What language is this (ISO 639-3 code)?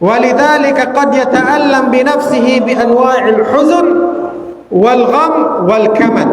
tsg